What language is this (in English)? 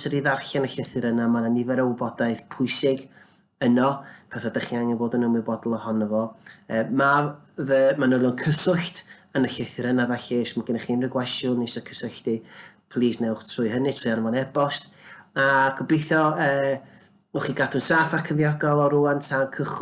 Welsh